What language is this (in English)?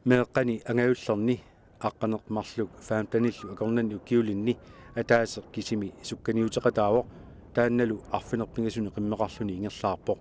Kalaallisut